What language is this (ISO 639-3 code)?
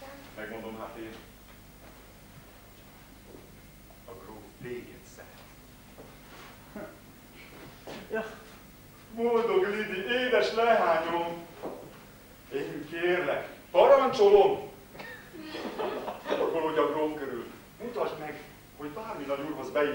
hun